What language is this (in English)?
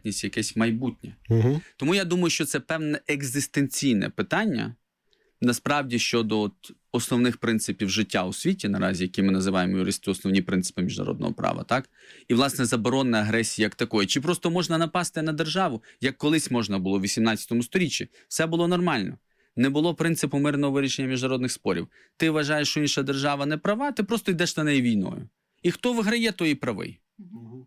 Ukrainian